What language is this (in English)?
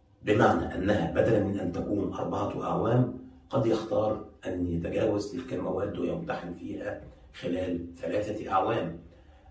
Arabic